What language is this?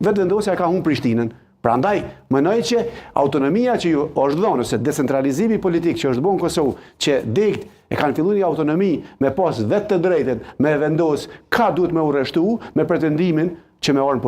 Albanian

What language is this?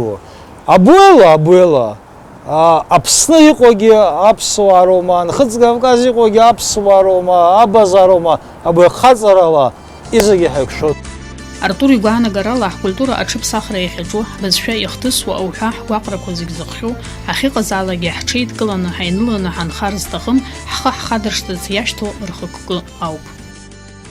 Abkhazian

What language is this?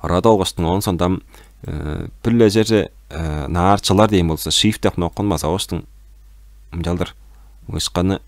Tuvinian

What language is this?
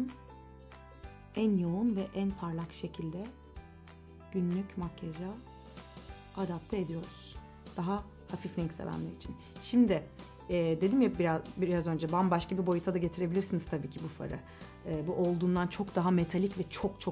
Turkish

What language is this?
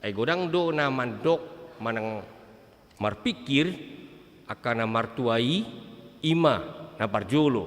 Batak Toba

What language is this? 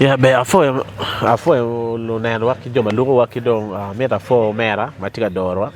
Acoli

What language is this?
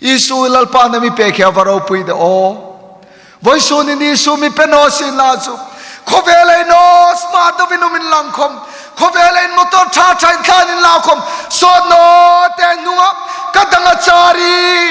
Hmar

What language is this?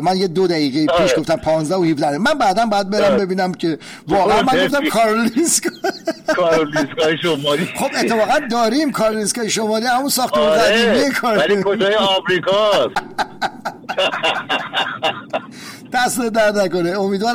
Persian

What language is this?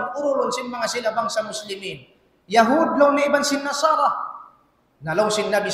Tausug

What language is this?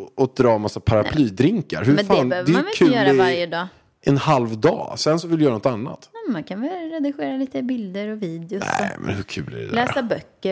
Swedish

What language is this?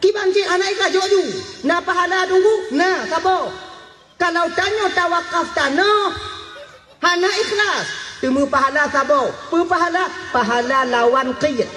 Achinese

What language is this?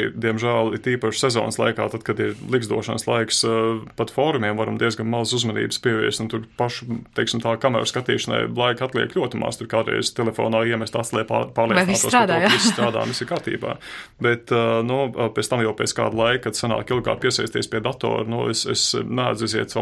Latvian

